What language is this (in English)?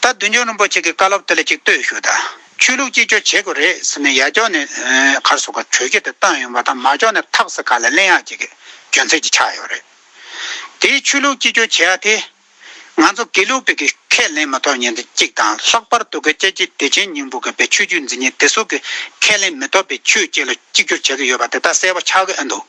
Tibetan